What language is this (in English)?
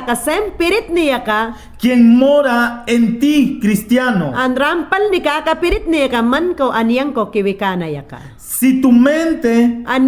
Mayangna